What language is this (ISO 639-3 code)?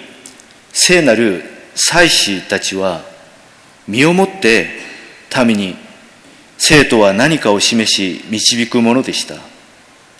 jpn